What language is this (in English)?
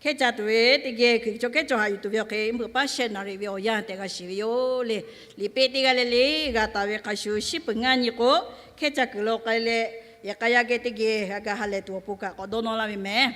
Lahu